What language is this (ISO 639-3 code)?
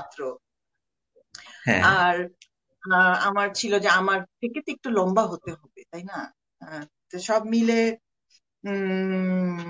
ben